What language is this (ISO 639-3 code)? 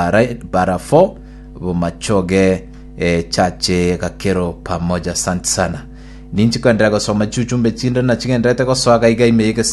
guz